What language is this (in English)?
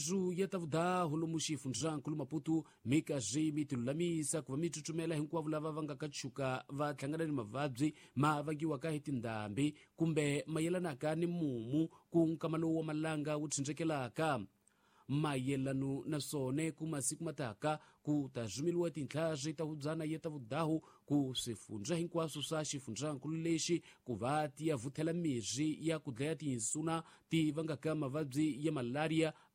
Tsonga